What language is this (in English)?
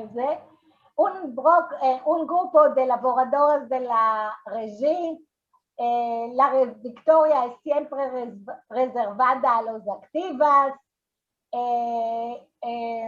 Ladino